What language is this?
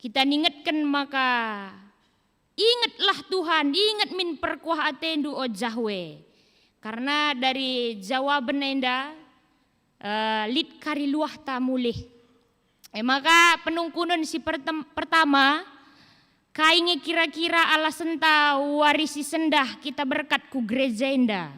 Batak Karo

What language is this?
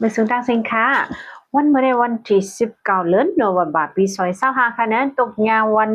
Shan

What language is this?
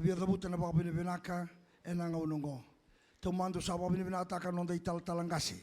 Fijian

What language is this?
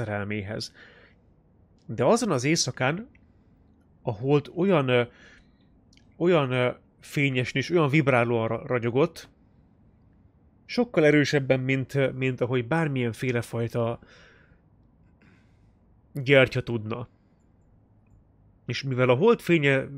Hungarian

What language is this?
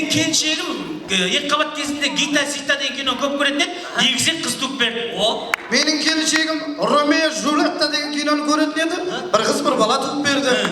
Kara-Kalpak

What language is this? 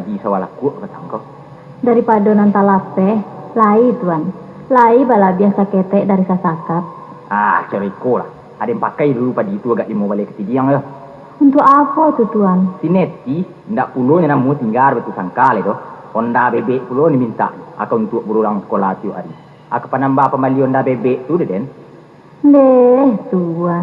Minangkabau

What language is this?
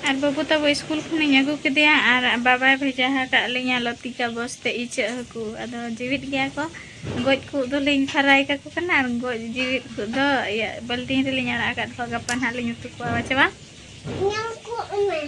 Santali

